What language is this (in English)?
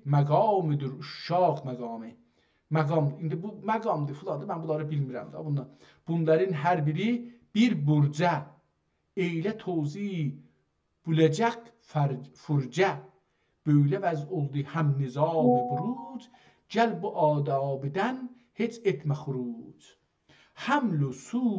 South Azerbaijani